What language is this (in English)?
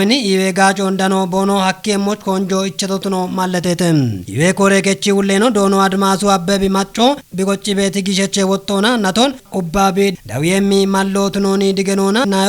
Kafa